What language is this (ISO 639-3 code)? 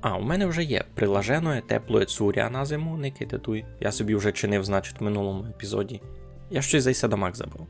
rue